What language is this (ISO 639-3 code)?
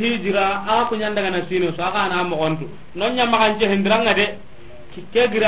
snk